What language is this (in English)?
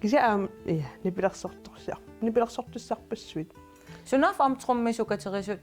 Kalaallisut